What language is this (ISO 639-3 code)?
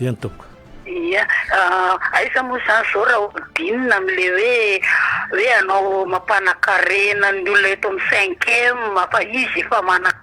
mlg